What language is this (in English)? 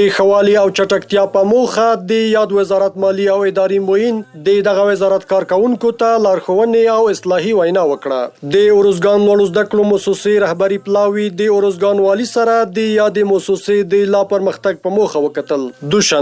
Pashto